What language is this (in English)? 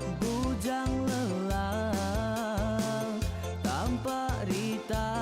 Iban